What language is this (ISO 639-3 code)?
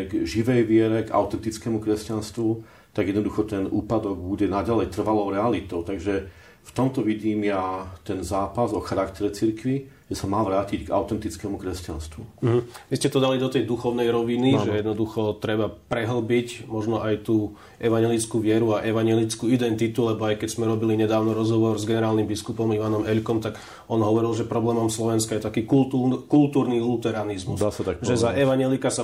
slk